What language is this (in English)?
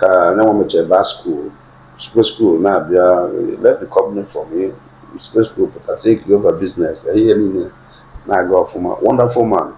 Igbo